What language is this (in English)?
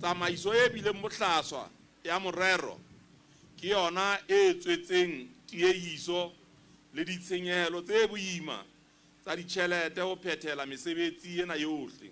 Southern Sotho